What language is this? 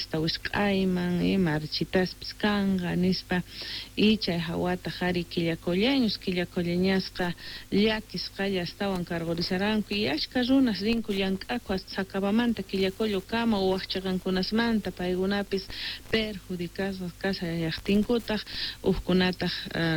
Quechua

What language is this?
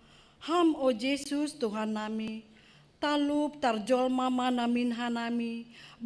Batak Simalungun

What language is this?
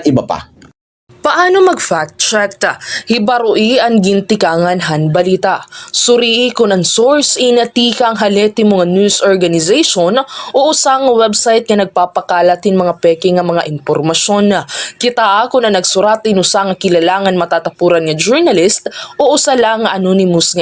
Waray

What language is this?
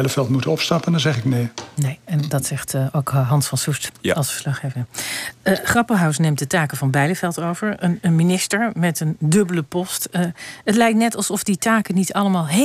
Dutch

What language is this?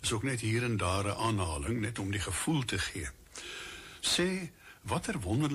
Afrikaans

